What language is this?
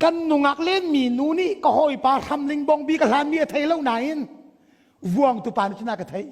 Hakha Chin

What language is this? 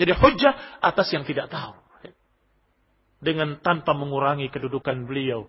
Indonesian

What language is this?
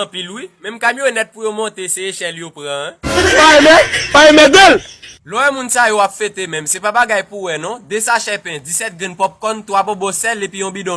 Haitian Creole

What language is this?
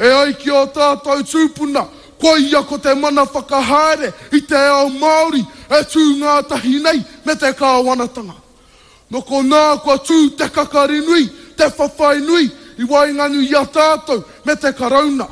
Māori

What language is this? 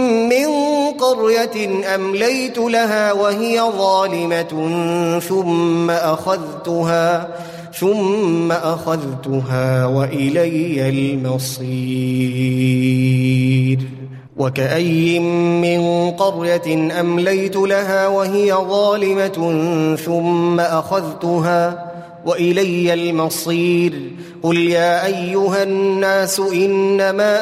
Arabic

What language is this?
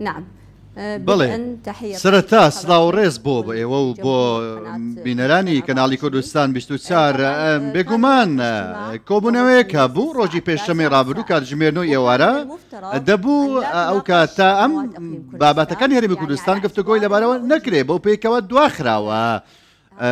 Central Kurdish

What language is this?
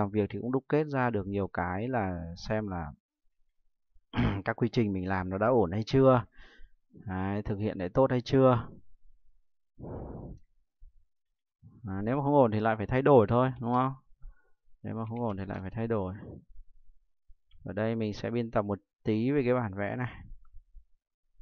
Vietnamese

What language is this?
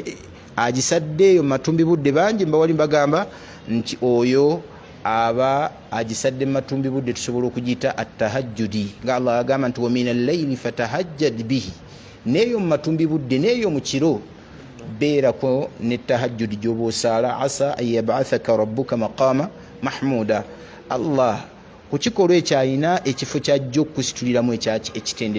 Ganda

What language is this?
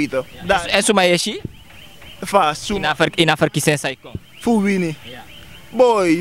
Sranan Tongo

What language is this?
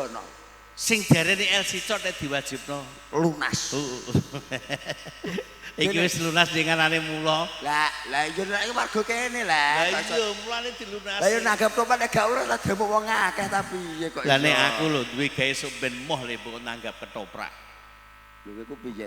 Javanese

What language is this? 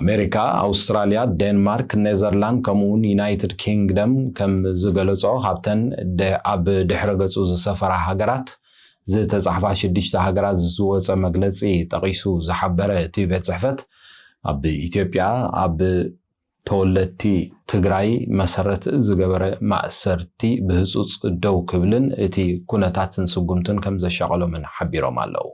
Tigrinya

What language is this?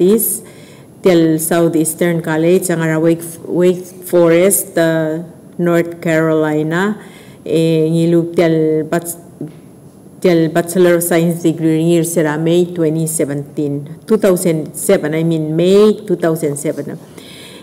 Palauan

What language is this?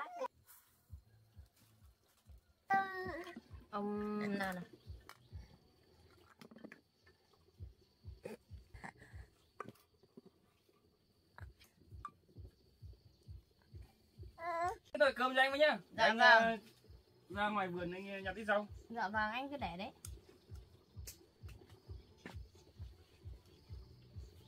Vietnamese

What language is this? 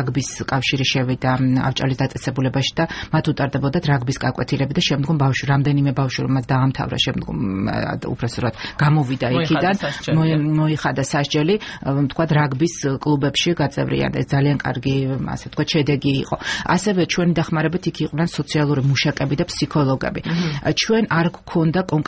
Georgian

